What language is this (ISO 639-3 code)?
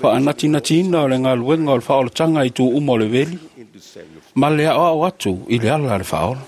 smo